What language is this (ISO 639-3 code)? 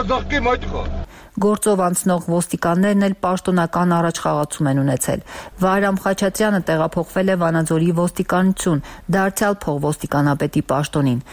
hye